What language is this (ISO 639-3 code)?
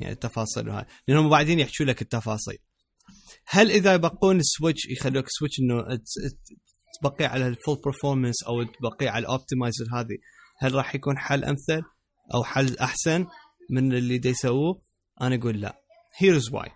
acm